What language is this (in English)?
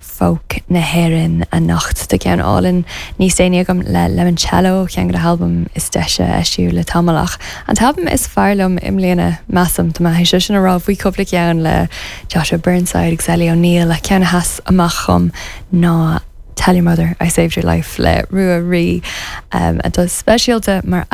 Irish